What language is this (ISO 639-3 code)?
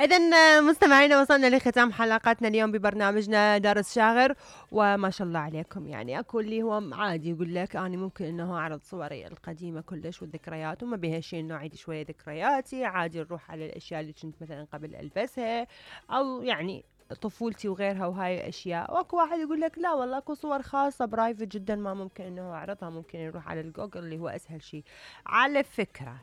acm